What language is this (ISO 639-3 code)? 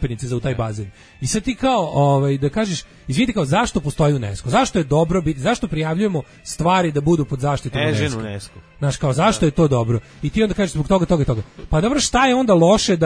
srp